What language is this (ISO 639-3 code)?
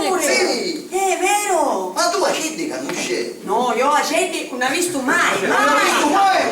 scn